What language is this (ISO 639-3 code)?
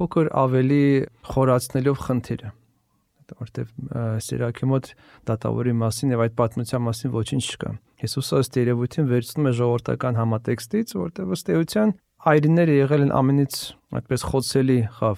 hye